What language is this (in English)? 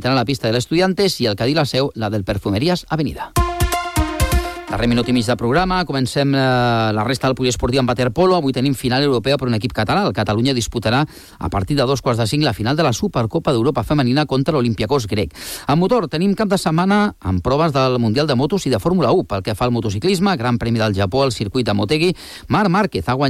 Catalan